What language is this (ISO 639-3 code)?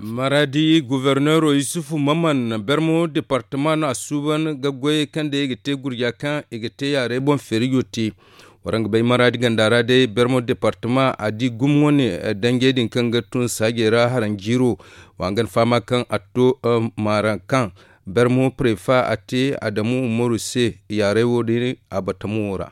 dje